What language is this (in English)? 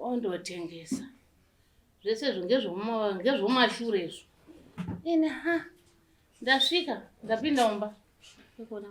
Shona